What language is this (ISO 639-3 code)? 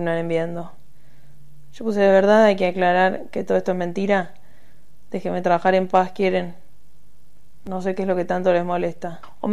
spa